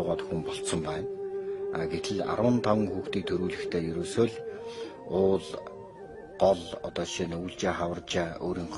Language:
Mongolian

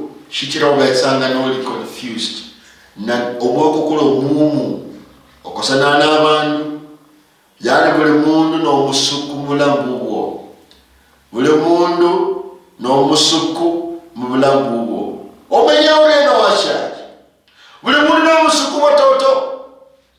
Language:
Luyia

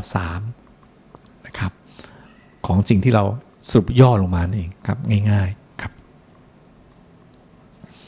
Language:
Thai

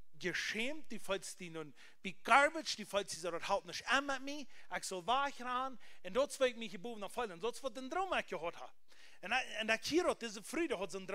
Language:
Plautdietsch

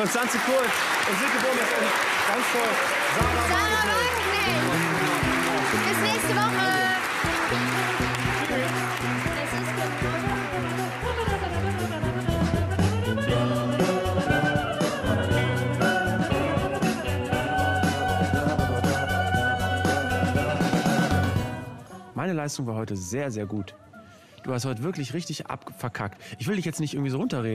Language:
German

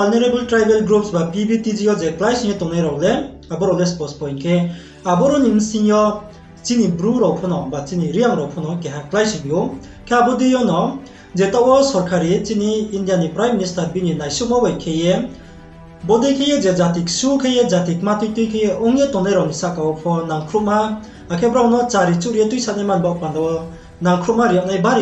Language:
Riang (India)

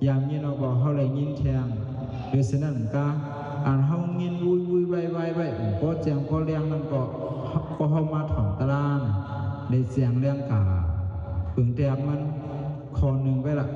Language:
Shan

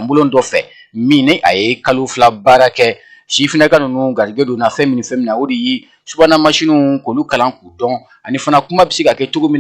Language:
Bambara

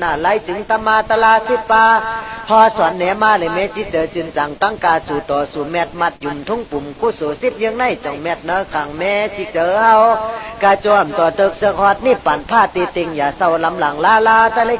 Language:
Shan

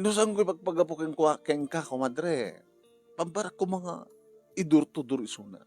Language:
Iloko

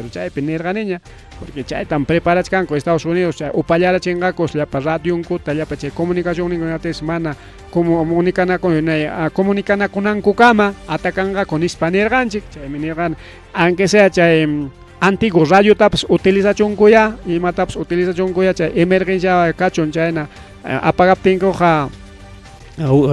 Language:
Ayacucho Quechua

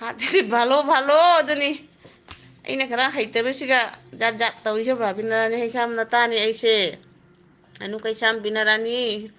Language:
Manipuri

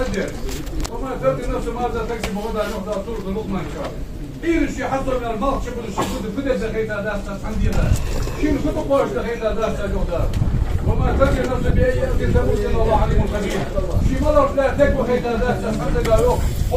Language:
Ingush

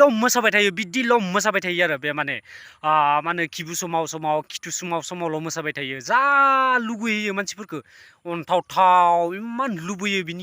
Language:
Bodo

